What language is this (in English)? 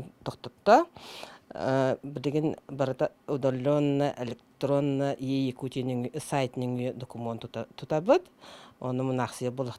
Yakut